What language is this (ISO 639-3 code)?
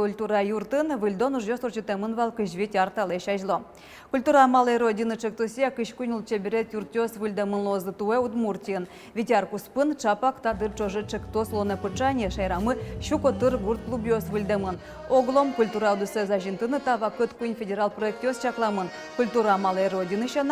udm